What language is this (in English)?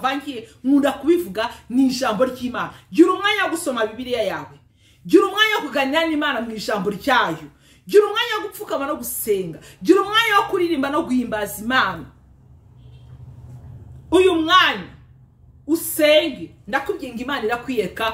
Kinyarwanda